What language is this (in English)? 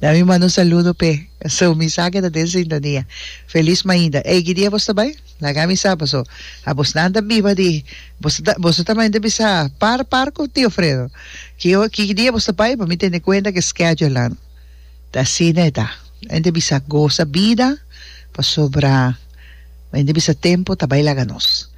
Papiamento